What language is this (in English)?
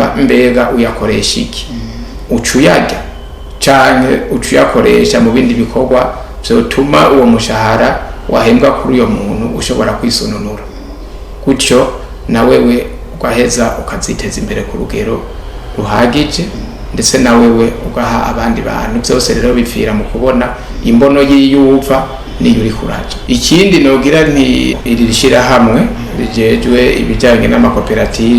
Rundi